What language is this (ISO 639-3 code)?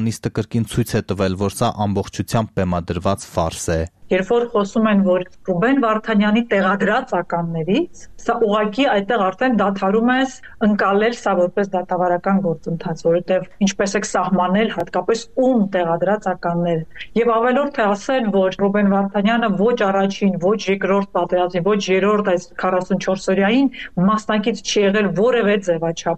hye